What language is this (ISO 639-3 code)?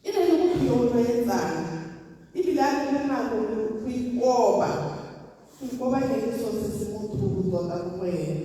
tsn